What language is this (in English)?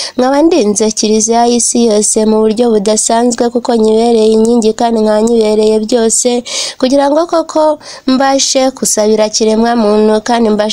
Kinyarwanda